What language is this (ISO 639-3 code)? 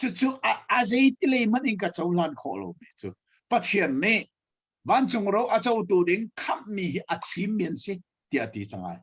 cnh